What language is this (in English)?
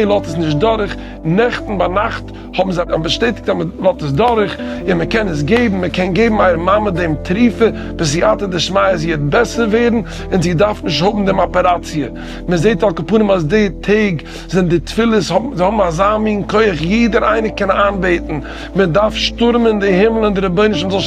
Yiddish